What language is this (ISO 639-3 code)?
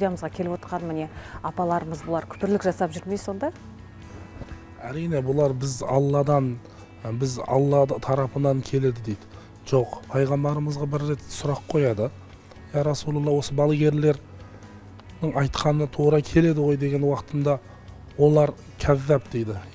kaz